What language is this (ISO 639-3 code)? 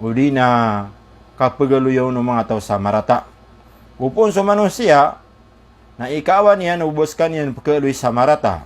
mrw